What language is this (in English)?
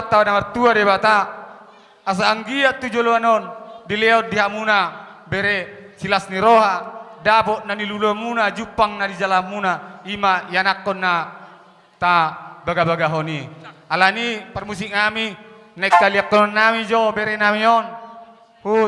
Batak Toba